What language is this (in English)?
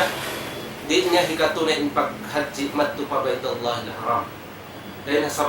Tausug